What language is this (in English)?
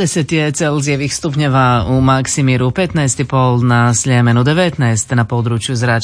Croatian